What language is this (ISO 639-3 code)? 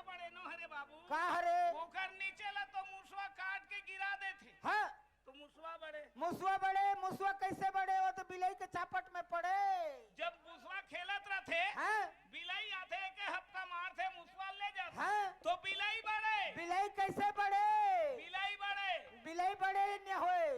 hne